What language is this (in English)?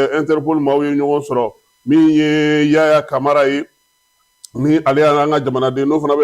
Bambara